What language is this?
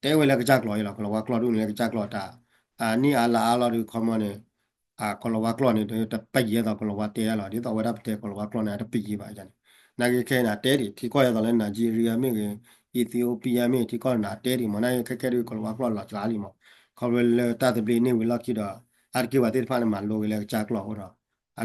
S'gaw Karen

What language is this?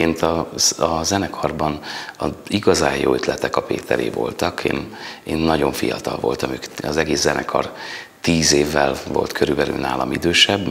Hungarian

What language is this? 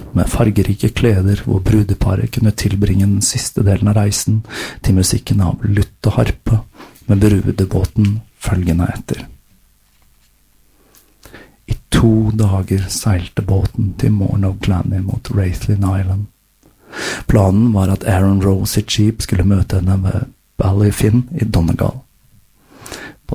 Norwegian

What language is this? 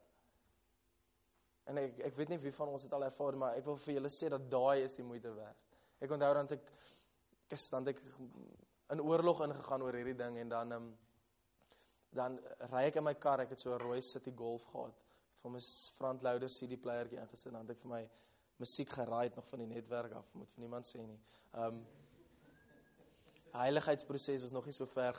Afrikaans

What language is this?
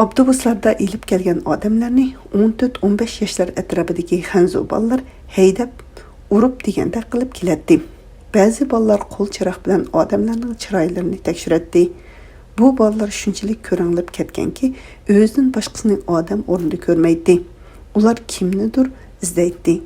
Uyghur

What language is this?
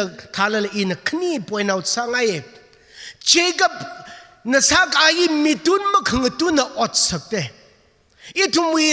Tangkhul Naga (India)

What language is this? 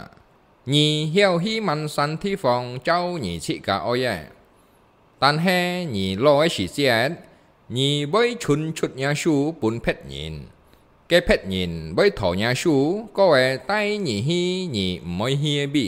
Hakka Chinese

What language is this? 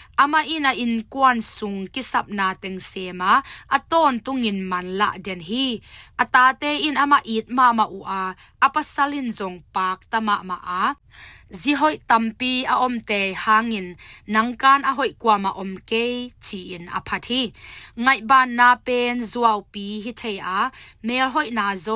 Tedim Chin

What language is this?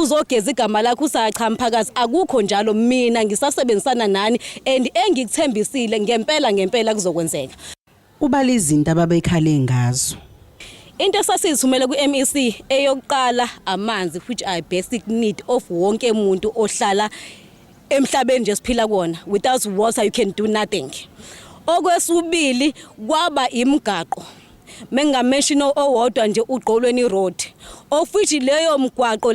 Zulu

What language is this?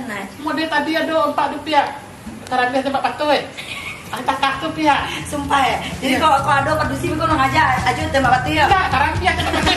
Minangkabau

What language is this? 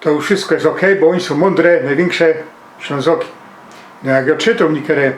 Silesian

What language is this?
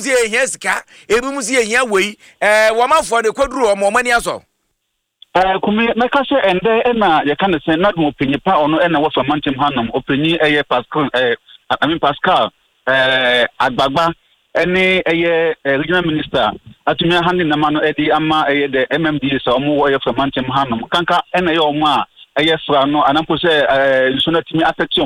Akan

